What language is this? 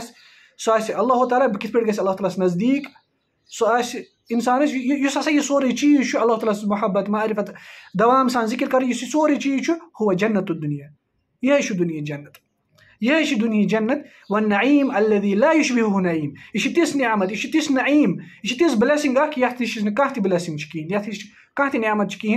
Kashmiri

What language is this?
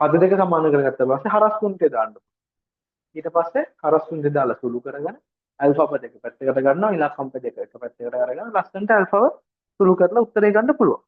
Sinhala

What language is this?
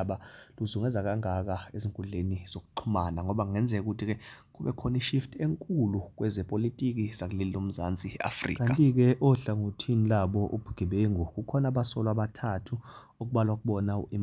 Zulu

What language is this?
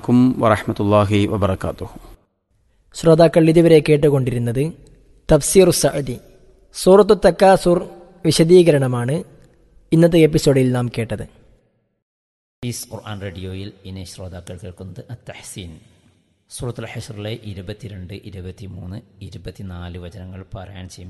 Malayalam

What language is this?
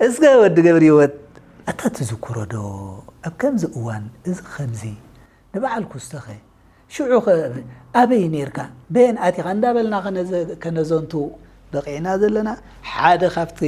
Tigrinya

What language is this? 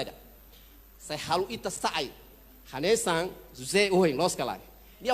Tetum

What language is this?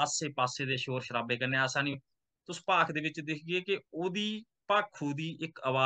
Dogri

